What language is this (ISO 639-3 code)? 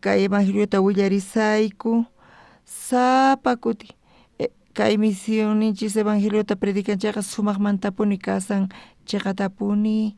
quh